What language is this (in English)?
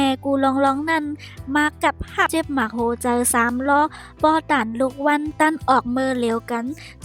Shan